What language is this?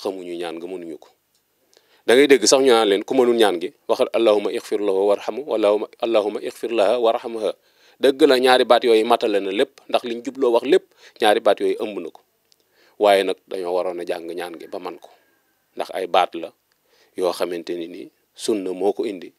Wolof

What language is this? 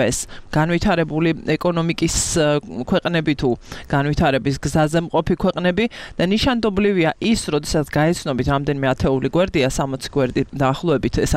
Georgian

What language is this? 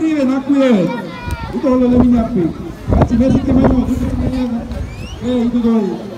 San Blas Kuna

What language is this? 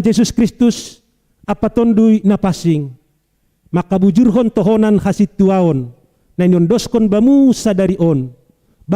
Batak Simalungun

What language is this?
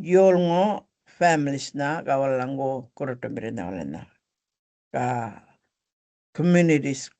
Gumatj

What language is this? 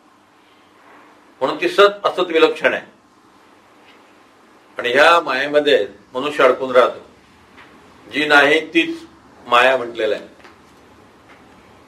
Marathi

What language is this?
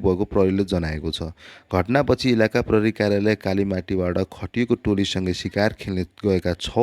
Nepali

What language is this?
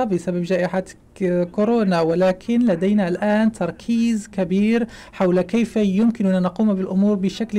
Arabic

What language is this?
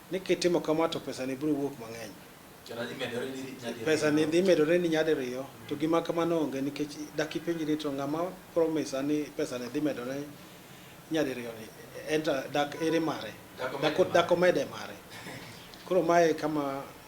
Luo (Kenya and Tanzania)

